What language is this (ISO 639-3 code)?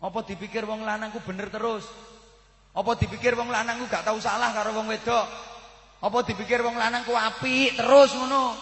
jav